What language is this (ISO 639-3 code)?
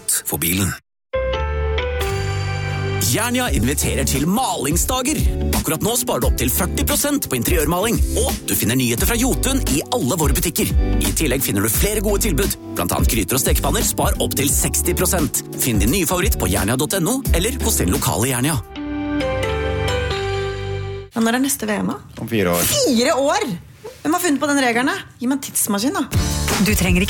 nor